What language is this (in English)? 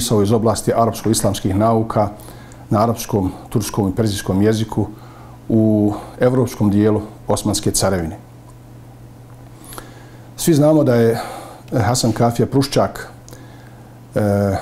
Bosnian